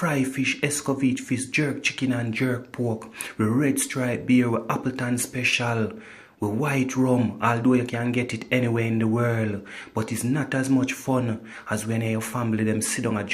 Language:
Jamaican Creole English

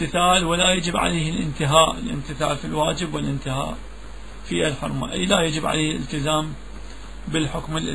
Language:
Arabic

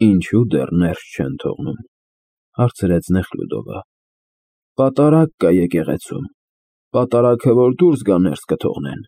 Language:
Armenian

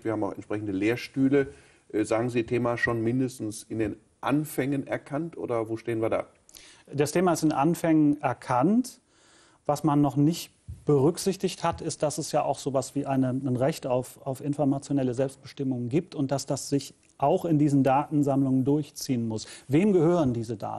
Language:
German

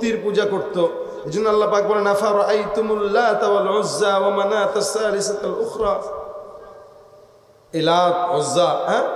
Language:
Bangla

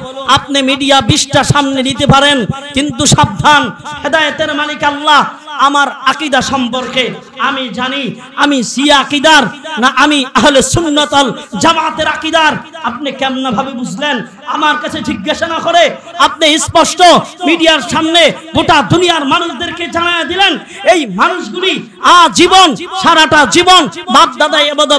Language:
Bangla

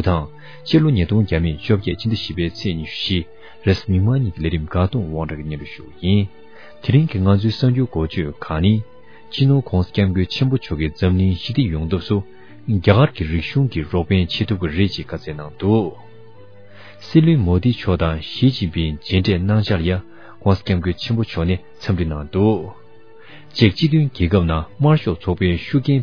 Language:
Tibetan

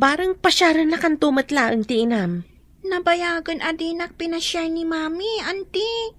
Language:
Iloko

